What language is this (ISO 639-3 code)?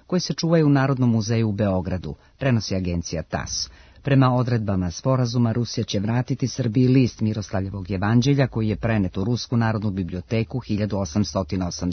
srp